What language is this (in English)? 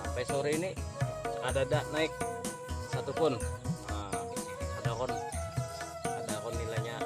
Banjar